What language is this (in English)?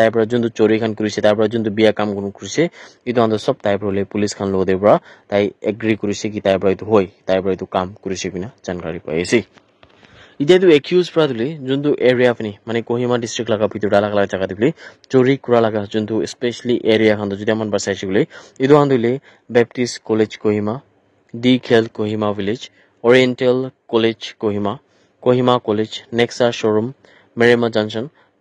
Naga Pidgin